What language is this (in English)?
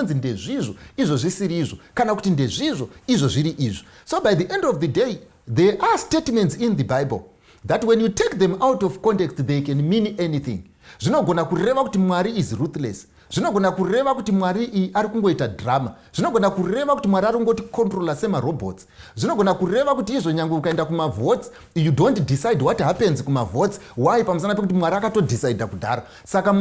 Shona